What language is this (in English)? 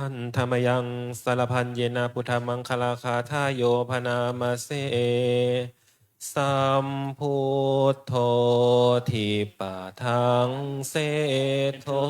Pali